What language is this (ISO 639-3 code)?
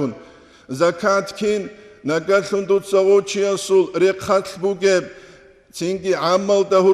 ava